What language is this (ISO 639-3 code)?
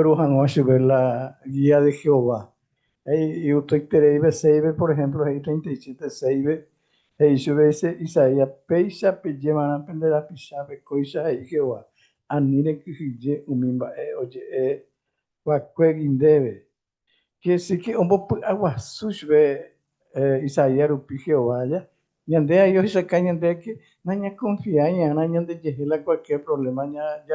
grn